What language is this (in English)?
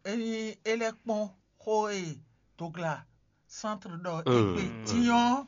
Fon